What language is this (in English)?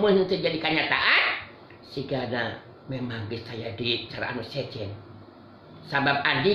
Sundanese